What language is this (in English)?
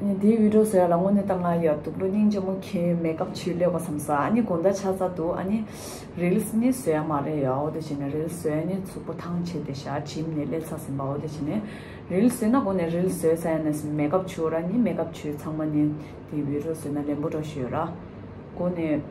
Tibetan